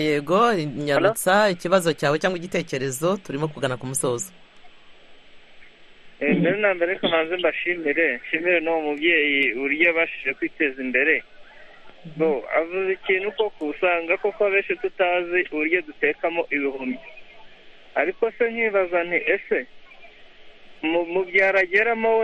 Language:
Kinyarwanda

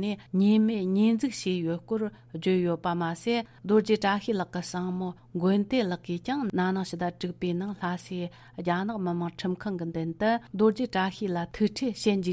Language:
Tibetan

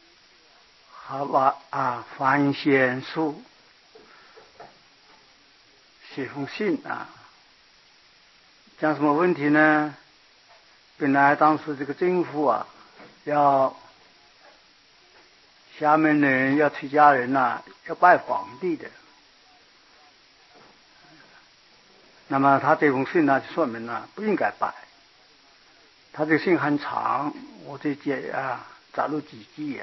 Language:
Chinese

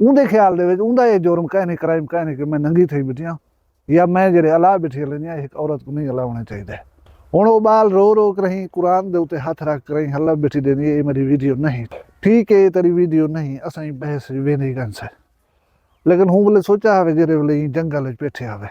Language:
Saraiki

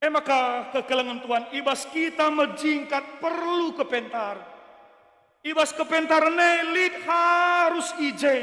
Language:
Batak Karo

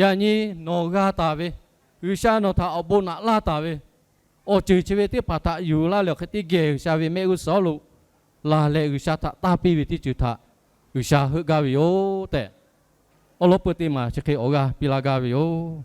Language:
Lahu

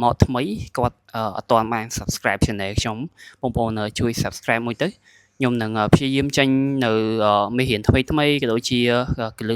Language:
Khmer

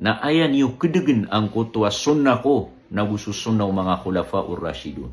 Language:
Maranao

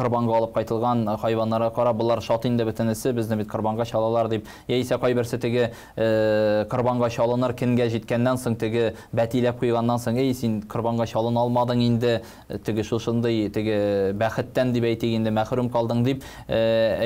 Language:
Tatar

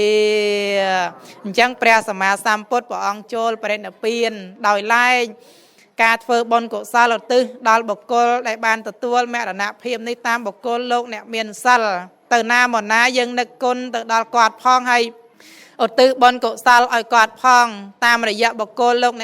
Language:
Khmer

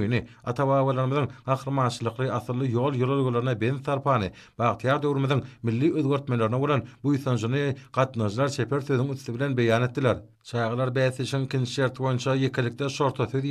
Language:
Turkmen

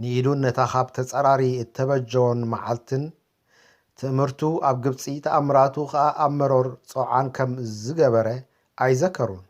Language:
Tigrinya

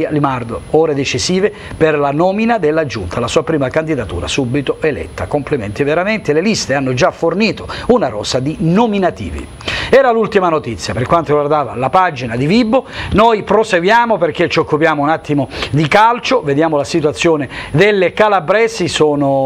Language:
Italian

